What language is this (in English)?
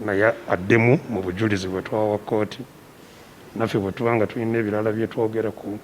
Ganda